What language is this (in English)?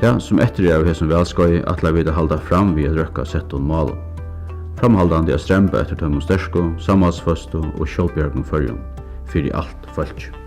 Faroese